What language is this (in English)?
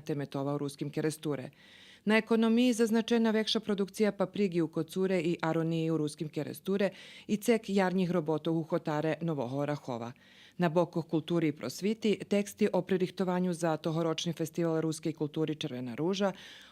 Rusyn